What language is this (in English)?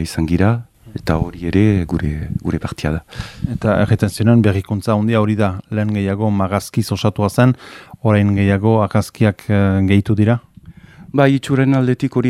Basque